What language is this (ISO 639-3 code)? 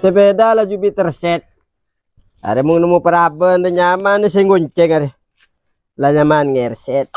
mad